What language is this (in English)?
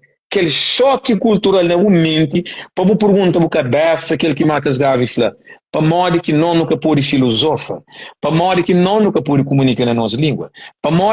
Kabuverdianu